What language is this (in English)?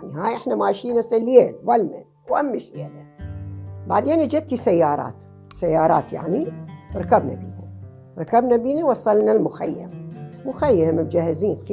Mesopotamian Arabic